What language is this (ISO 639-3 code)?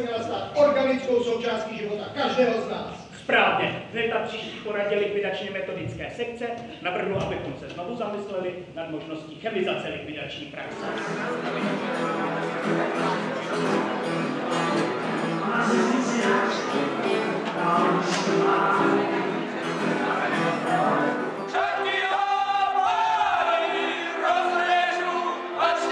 ces